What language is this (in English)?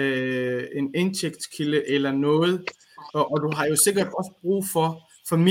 Danish